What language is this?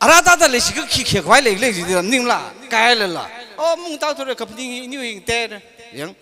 Tangkhul Naga (India)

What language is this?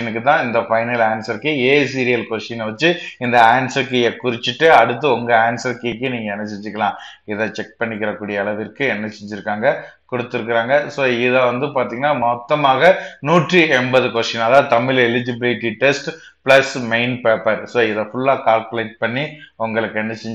Tamil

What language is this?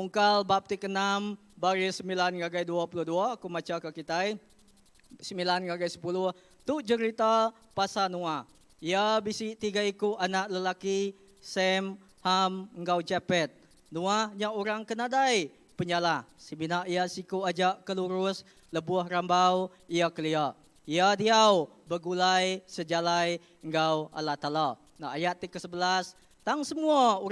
Iban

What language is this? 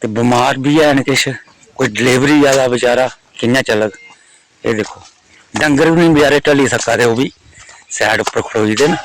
Dogri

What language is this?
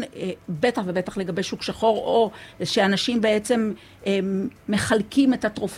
Hebrew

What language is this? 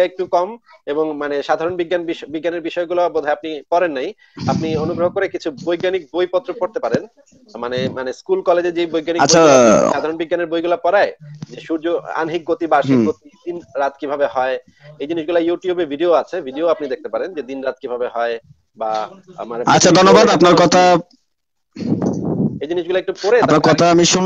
Bangla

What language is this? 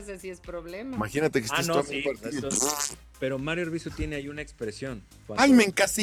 Spanish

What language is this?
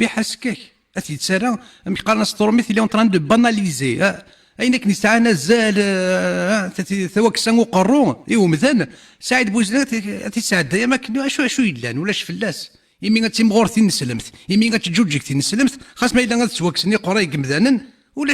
Kabyle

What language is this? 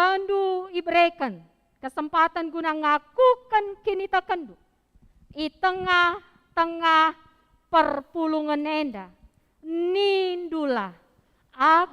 Batak Karo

